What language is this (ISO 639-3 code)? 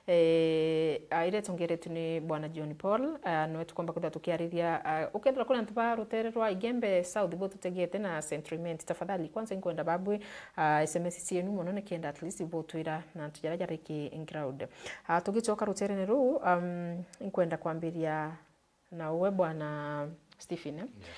mer